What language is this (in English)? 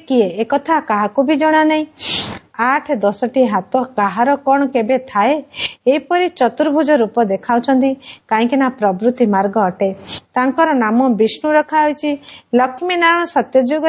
Odia